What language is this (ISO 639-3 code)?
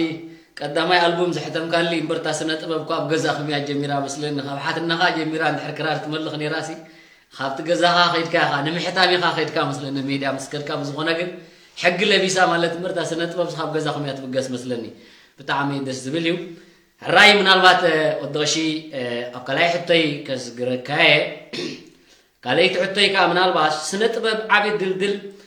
tir